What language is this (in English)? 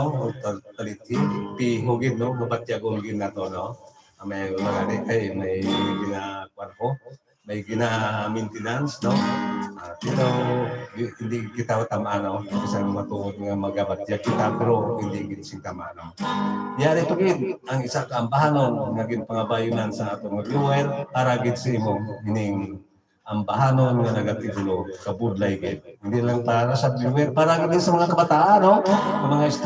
Hiligaynon